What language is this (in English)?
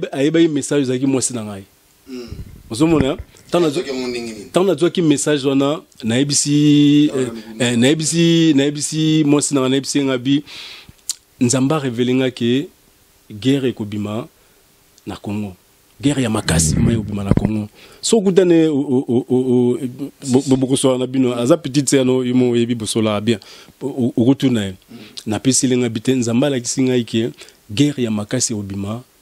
Lingala